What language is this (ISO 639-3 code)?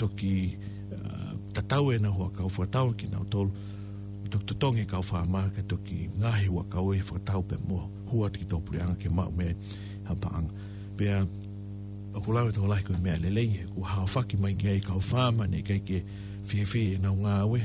ton